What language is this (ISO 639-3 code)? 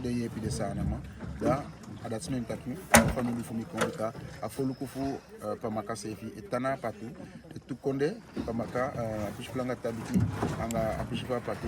djk